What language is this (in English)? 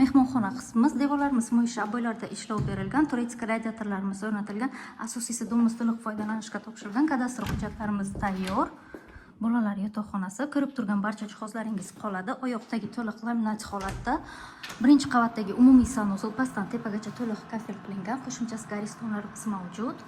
Uzbek